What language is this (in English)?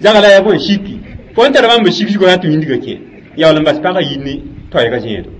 Mossi